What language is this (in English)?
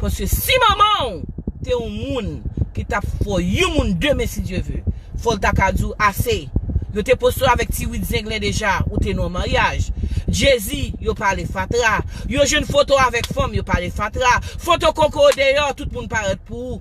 Haitian Creole